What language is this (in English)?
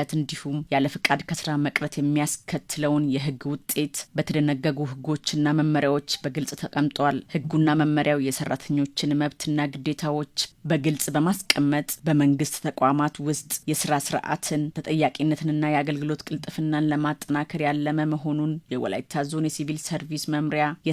Amharic